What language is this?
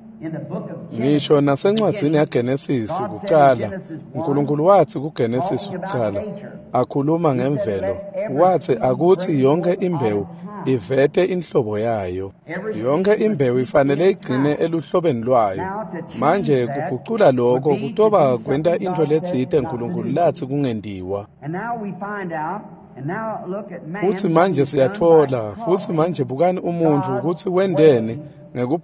Swati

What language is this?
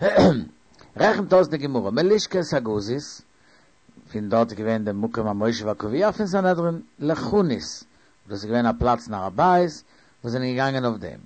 Yiddish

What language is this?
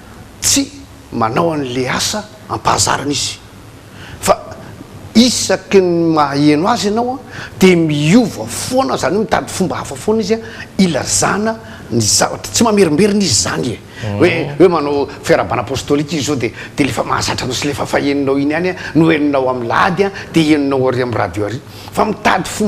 Malagasy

